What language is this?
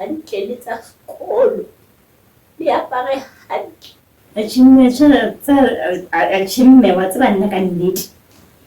Southern Sotho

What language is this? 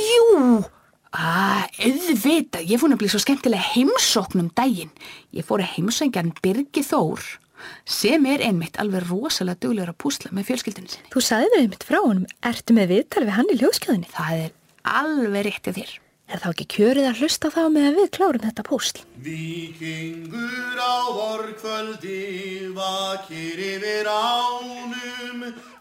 Icelandic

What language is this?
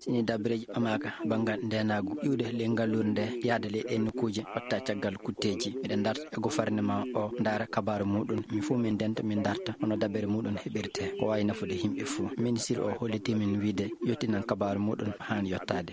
Fula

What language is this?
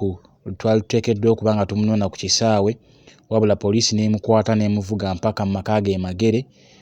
Ganda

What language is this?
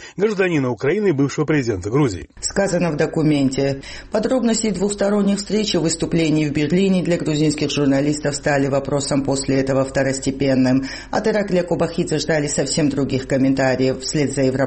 Russian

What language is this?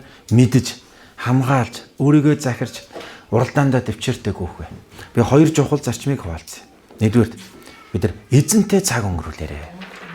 Mongolian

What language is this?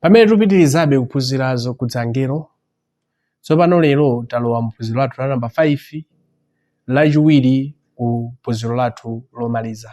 Nyanja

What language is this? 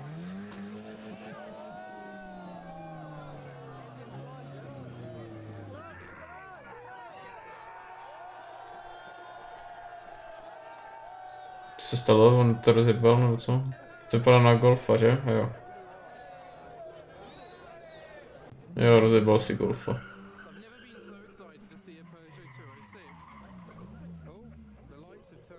Czech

